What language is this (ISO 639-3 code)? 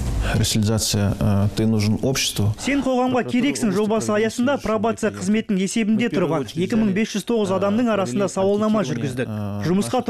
kaz